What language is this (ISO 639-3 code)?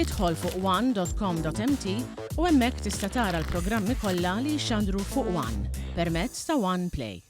mlt